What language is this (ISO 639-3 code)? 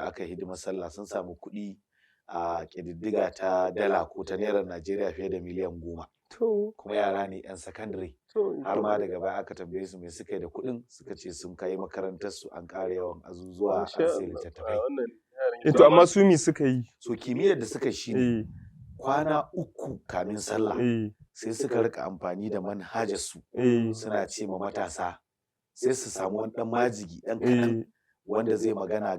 hau